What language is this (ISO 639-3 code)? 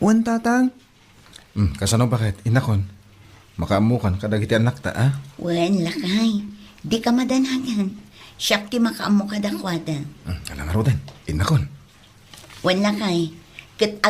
ilo